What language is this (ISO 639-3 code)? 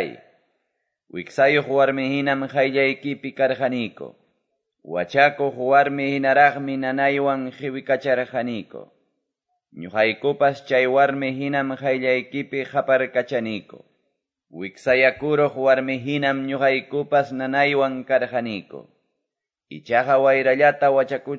que